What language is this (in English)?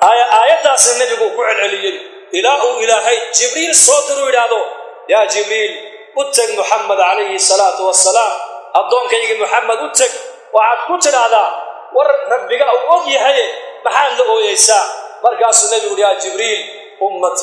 Somali